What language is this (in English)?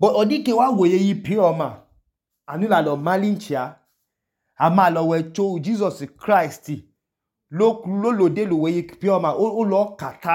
Idoma